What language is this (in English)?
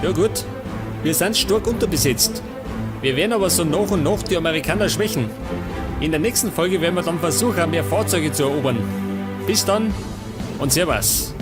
Bavarian